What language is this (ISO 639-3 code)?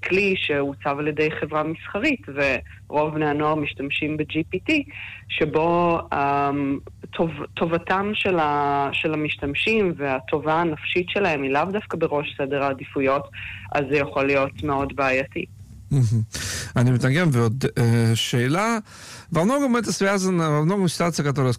heb